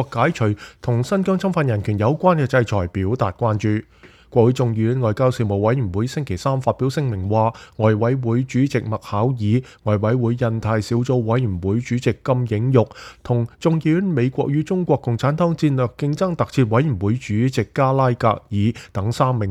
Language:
Cantonese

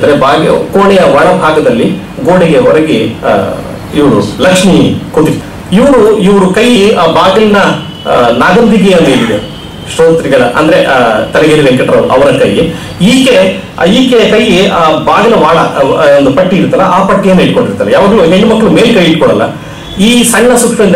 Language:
Kannada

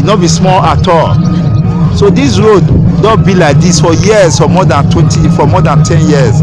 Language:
Nigerian Pidgin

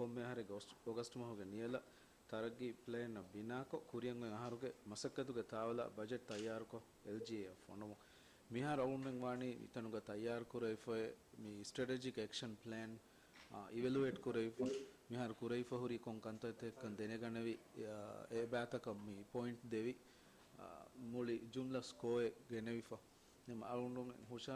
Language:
Divehi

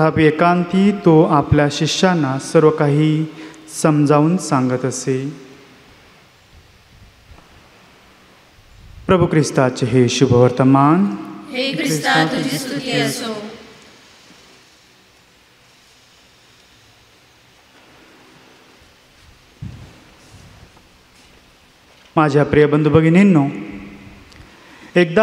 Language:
Marathi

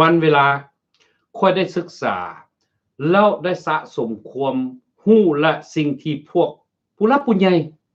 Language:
Lao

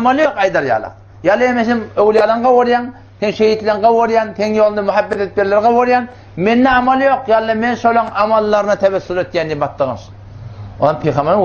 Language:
Turkmen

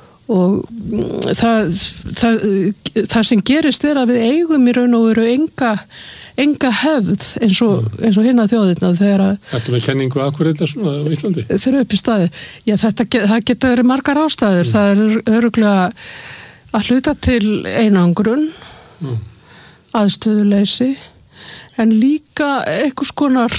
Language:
Icelandic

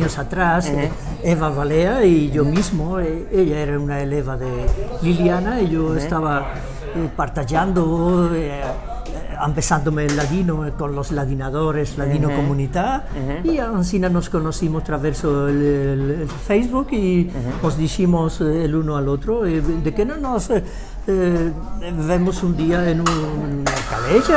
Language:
Ladino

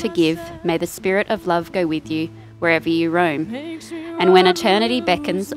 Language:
English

